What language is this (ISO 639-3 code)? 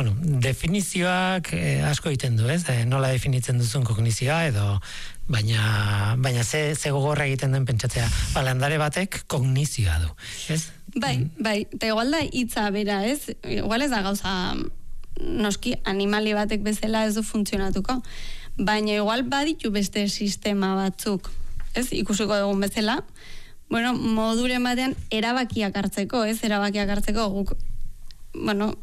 eus